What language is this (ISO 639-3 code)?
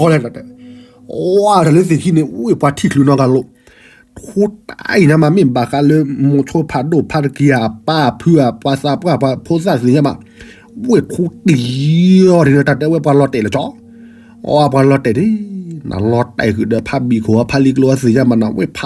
ksw